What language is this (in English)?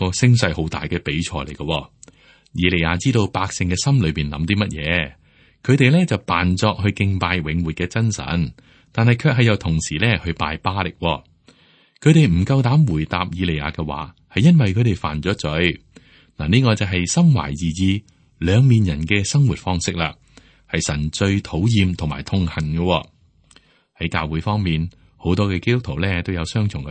Cantonese